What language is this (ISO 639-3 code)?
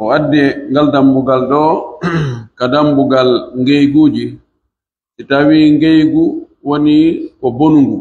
fuf